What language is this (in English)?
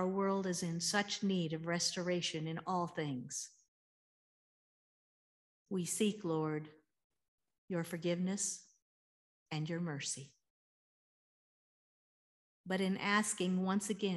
English